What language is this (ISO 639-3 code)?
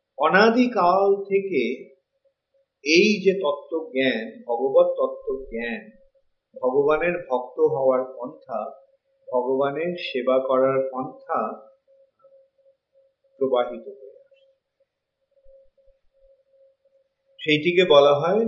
ben